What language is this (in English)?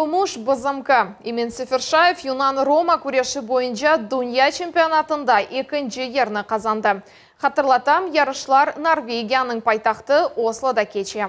Crimean Tatar